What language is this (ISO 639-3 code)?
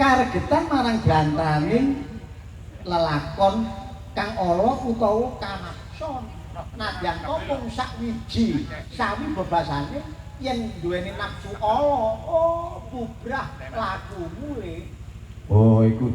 jav